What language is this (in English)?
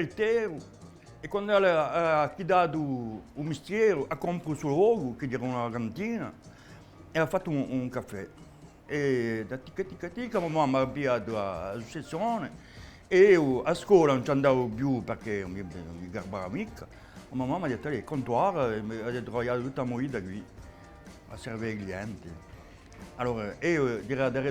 Corsican